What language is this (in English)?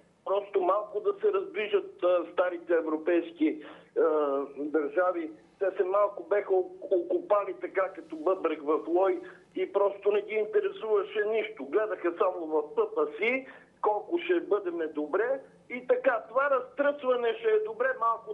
Bulgarian